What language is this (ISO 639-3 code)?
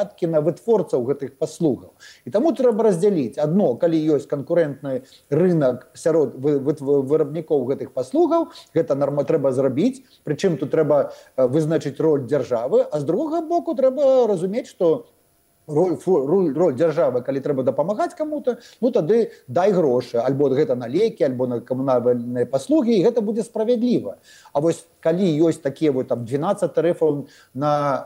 bel